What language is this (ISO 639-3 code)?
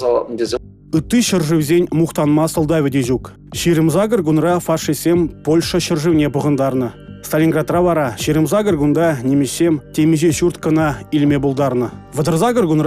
chv